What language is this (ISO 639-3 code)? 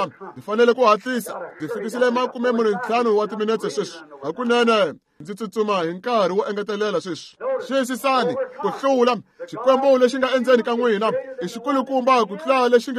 tso